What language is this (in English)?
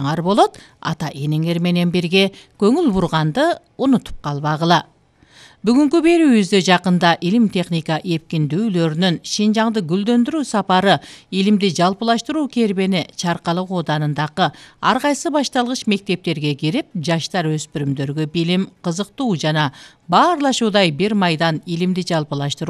Kyrgyz